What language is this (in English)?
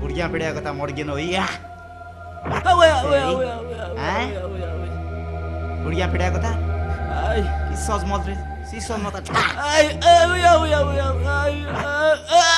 Konkani